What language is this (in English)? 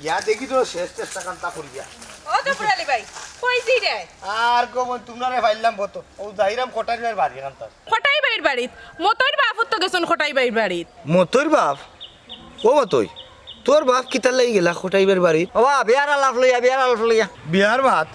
Sylheti